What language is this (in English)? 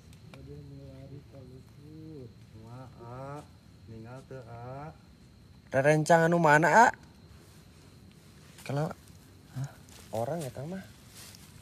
Indonesian